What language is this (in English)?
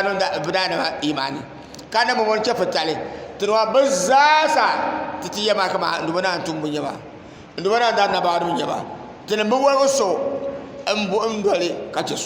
Dagbani